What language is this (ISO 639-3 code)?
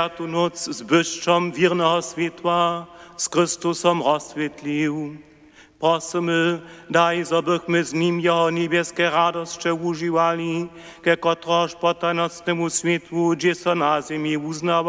hsb